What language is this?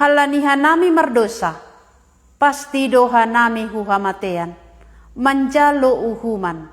Batak Simalungun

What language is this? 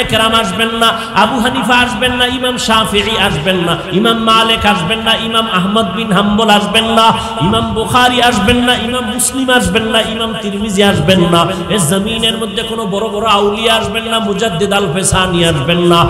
Bangla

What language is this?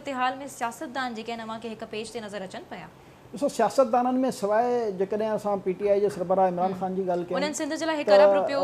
Sindhi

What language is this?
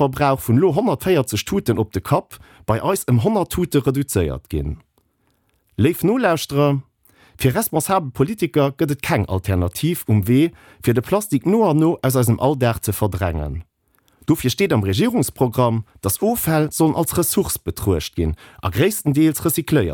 Luxembourgish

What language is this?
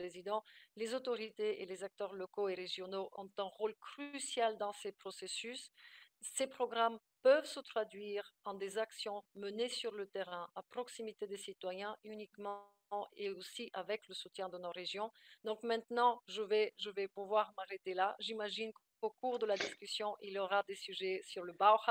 French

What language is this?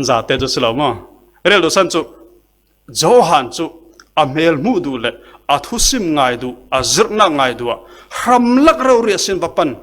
Falam Chin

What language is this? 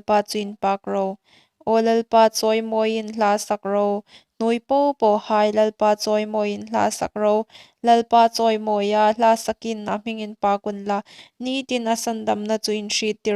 Hmar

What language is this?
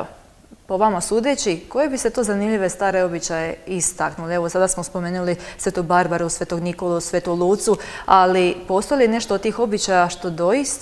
Croatian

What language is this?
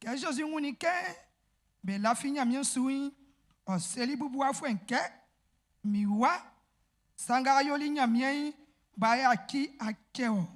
Baoulé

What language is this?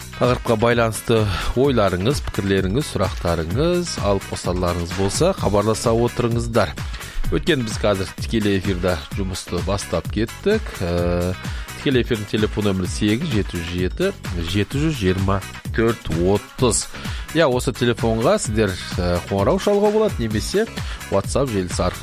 Kazakh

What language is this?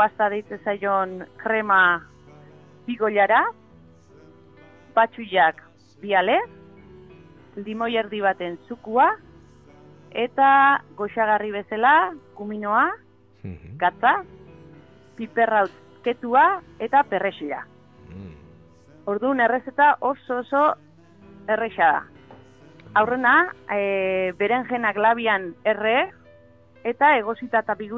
Basque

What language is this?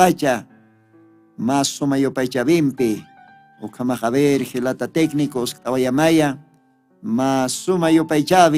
Aymara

